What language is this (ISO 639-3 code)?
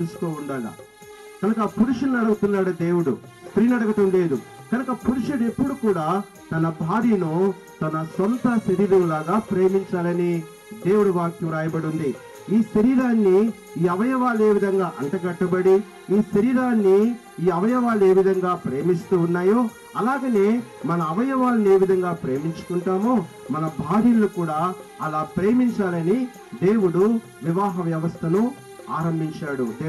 tel